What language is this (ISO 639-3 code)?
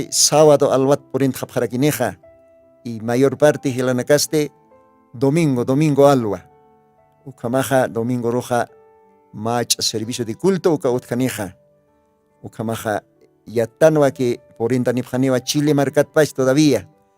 aym